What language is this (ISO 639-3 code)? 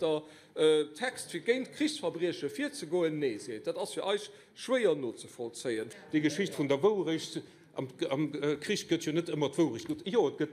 ltz